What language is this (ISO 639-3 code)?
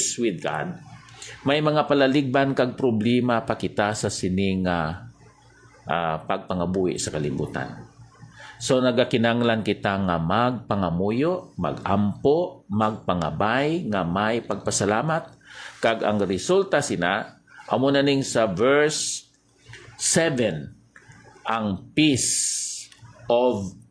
hil